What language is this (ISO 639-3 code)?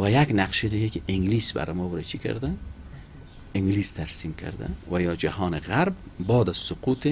fas